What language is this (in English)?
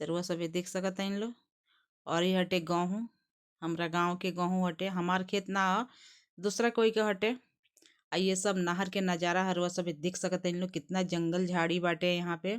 Bhojpuri